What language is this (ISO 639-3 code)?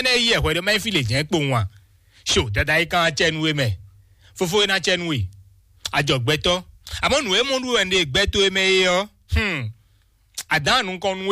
fon